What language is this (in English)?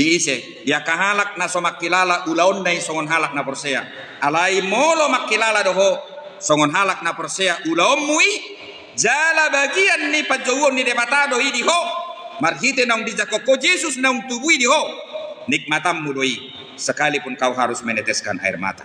Batak Toba